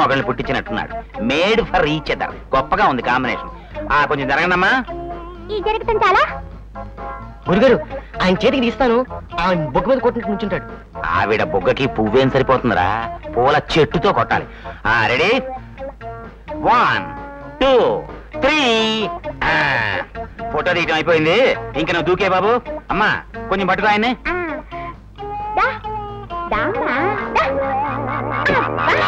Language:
Telugu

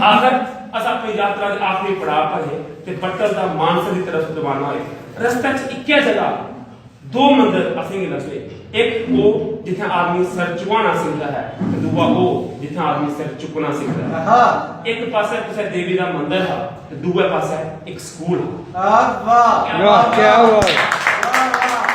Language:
Dogri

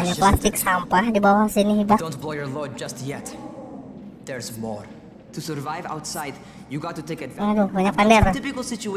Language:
Banjar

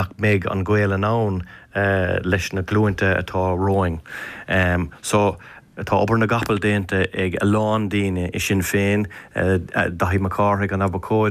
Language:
Irish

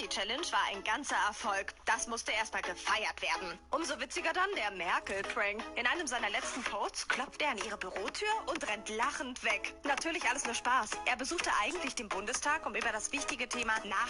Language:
Bavarian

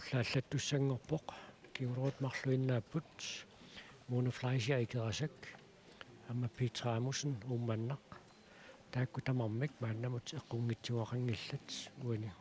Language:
Kalaallisut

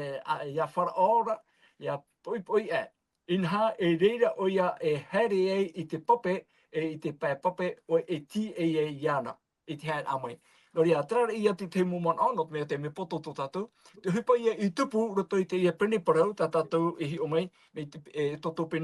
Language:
Tahitian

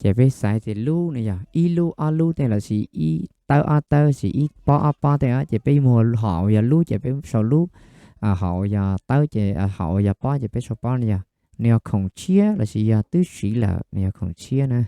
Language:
Hmong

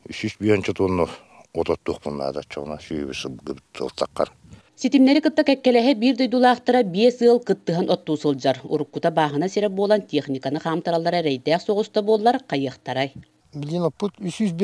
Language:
Yakut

